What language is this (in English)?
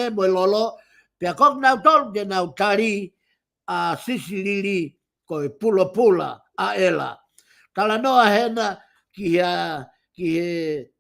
Tongan